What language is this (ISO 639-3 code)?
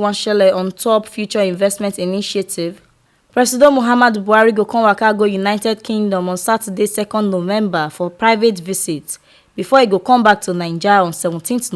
pcm